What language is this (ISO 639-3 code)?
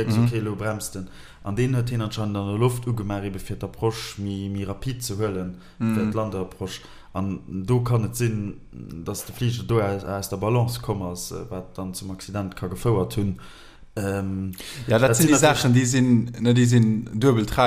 ltz